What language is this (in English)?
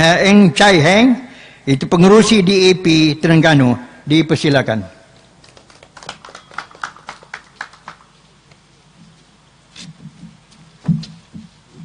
Malay